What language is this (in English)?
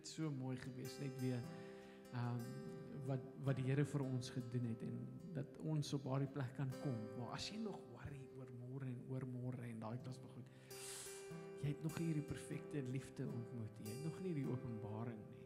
Afrikaans